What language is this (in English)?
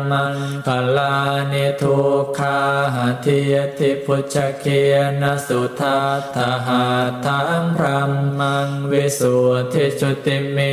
Pali